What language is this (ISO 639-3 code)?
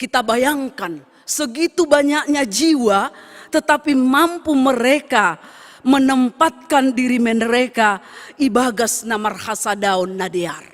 bts